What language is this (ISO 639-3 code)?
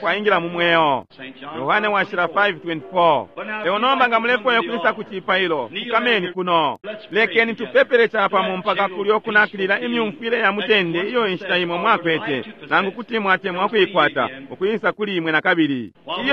bem